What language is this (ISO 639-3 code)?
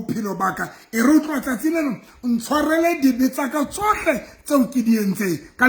sot